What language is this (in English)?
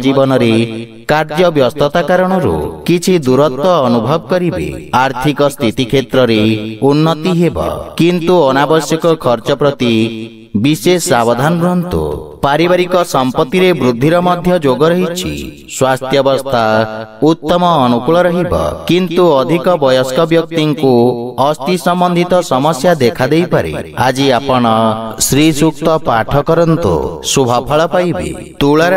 Odia